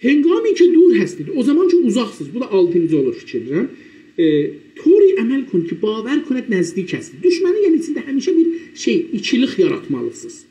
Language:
South Azerbaijani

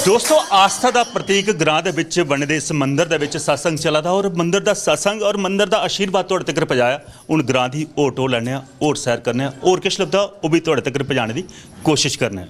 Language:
Dogri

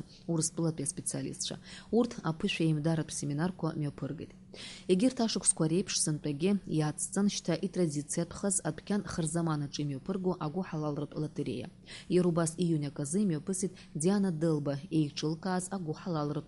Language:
Abkhazian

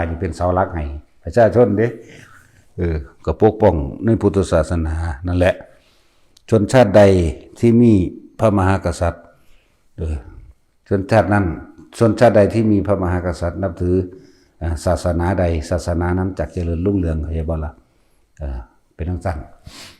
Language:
Northeastern Thai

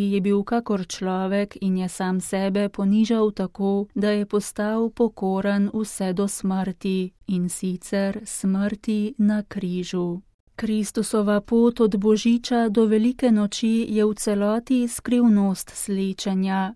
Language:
Slovenian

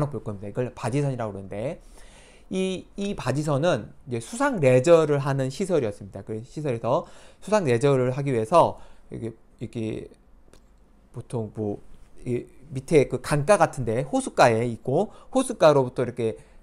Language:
Korean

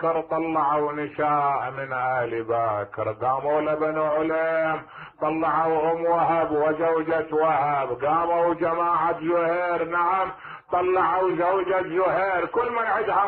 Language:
Mesopotamian Arabic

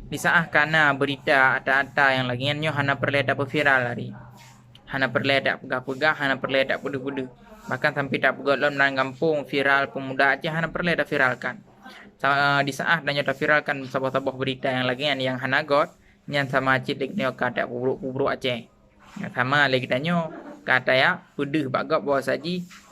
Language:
Achinese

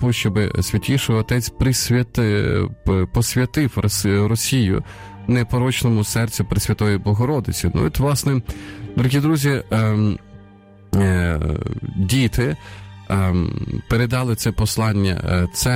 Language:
Ukrainian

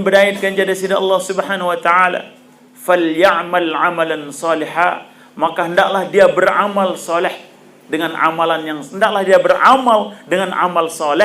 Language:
Sasak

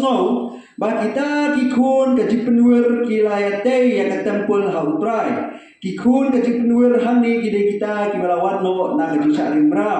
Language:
Khasi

